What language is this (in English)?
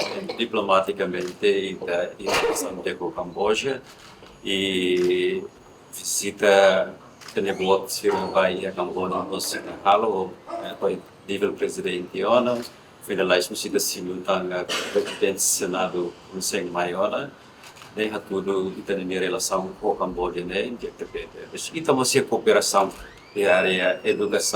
Tetum